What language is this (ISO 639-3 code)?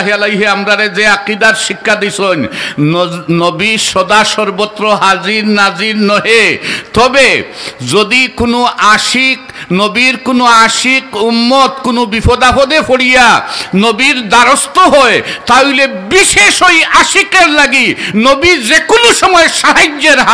syl